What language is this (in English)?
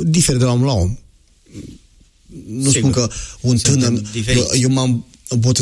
Romanian